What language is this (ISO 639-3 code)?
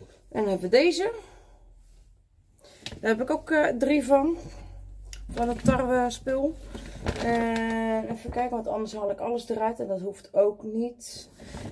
nld